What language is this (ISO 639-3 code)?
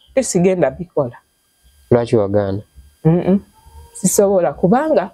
lug